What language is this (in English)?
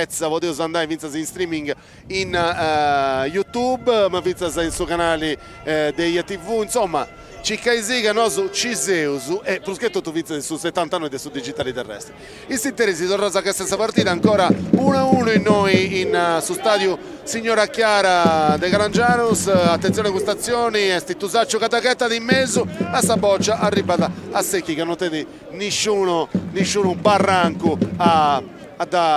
Sardinian